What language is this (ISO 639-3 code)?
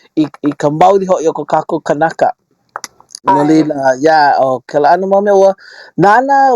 haw